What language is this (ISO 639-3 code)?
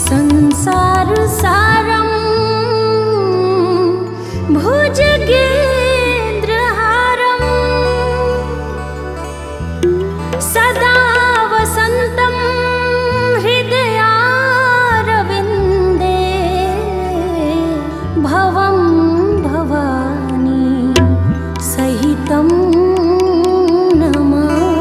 bho